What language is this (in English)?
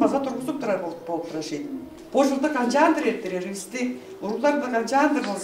Tuvinian